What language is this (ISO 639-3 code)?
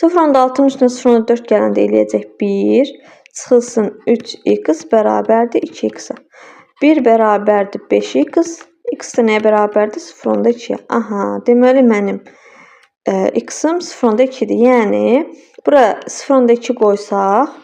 aze